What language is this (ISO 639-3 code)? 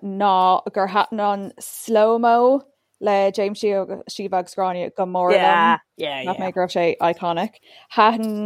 gle